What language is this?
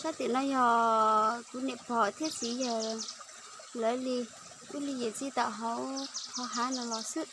Hmong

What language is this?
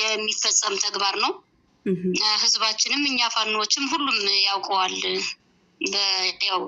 Amharic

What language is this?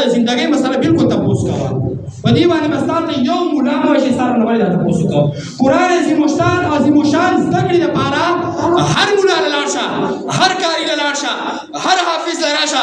Pashto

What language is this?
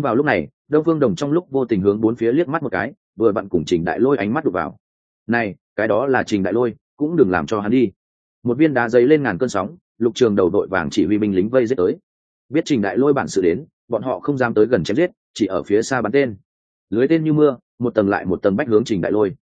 Vietnamese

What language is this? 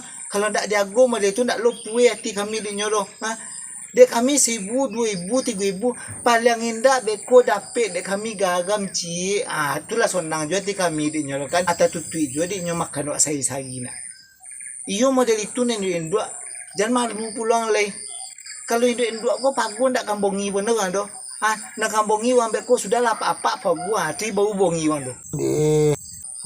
Minangkabau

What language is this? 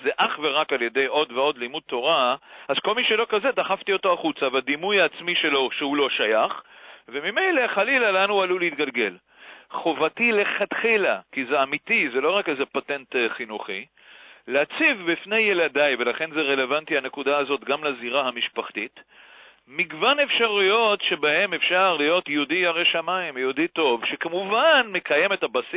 Hebrew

